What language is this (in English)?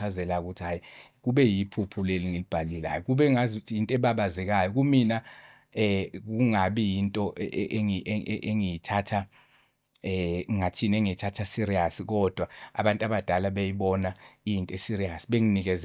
Zulu